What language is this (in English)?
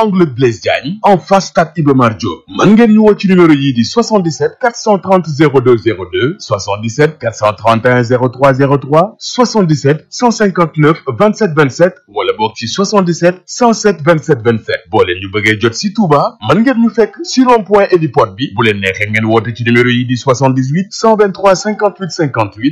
Wolof